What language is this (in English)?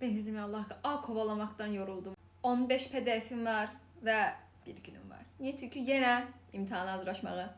Azerbaijani